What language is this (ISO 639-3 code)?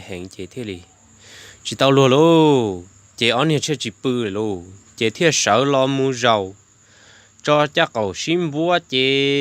hmn